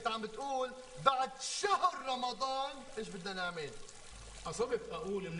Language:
North Levantine Arabic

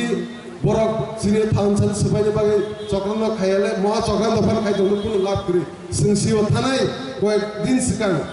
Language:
Kok Borok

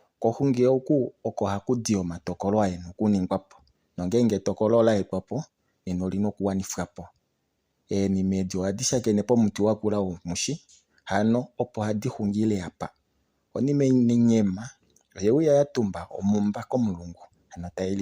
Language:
Kuanyama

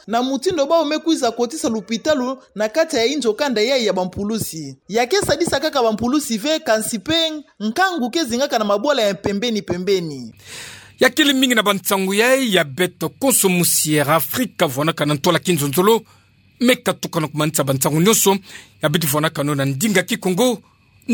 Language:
Kituba (Democratic Republic of Congo)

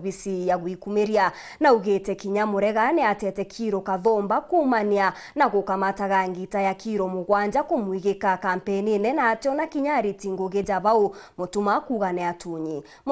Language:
Meru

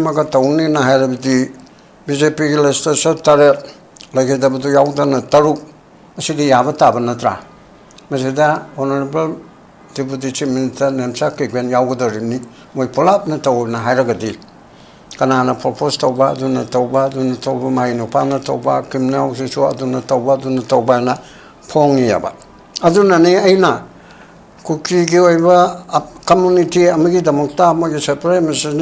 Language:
Manipuri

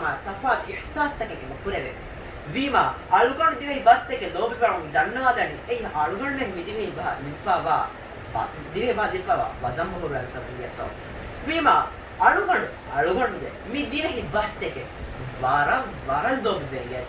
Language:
Divehi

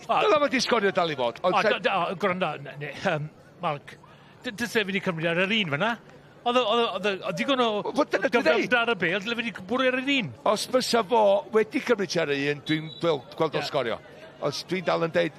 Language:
Welsh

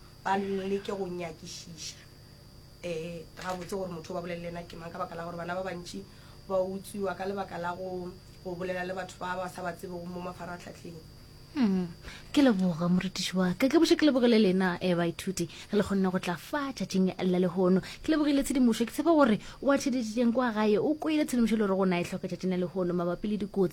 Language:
Northern Sotho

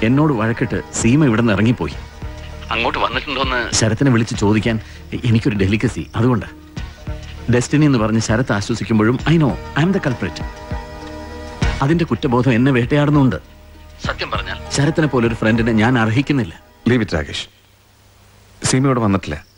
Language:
Malayalam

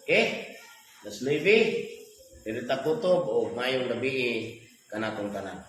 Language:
Cebuano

